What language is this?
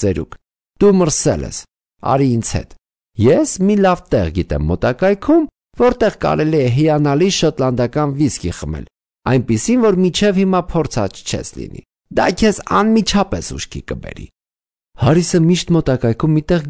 Armenian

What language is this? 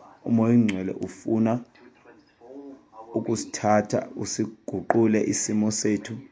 Xhosa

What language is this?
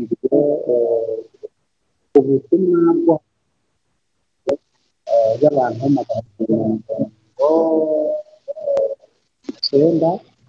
Kinyarwanda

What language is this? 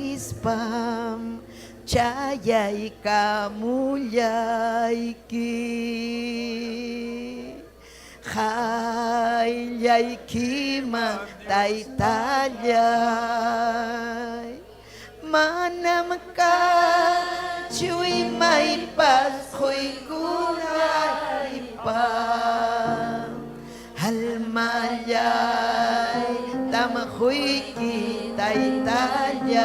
Ayacucho Quechua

